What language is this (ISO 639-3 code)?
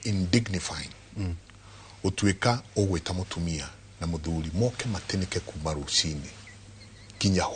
kik